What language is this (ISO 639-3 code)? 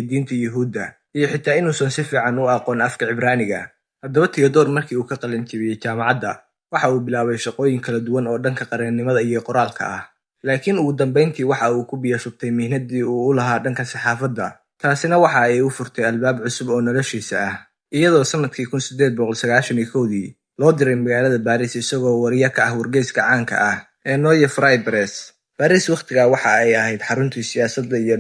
som